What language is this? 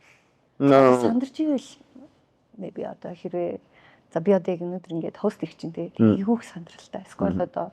Mongolian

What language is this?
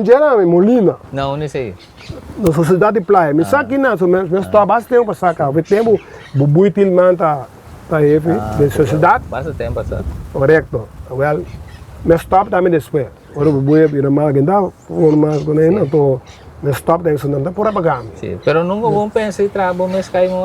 Papiamento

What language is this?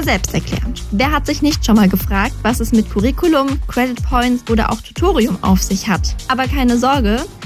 German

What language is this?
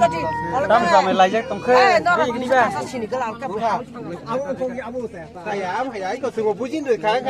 Kok Borok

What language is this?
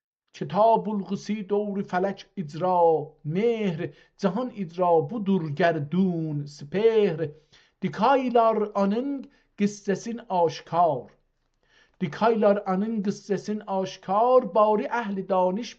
South Azerbaijani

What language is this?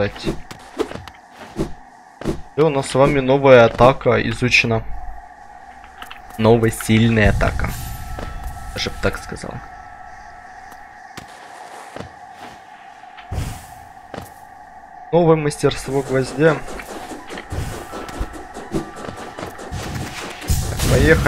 Russian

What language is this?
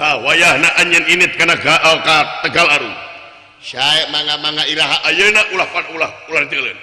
Sundanese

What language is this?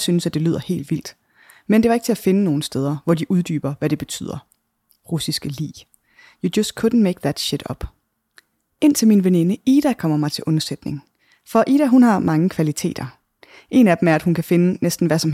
Danish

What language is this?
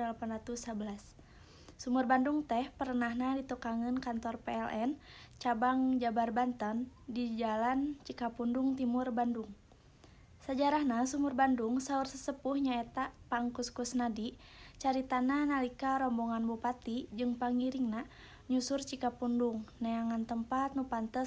Sundanese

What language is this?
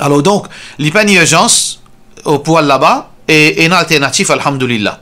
Morisyen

